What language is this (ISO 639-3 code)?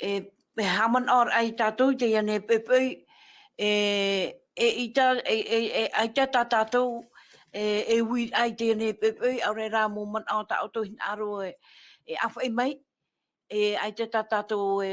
tah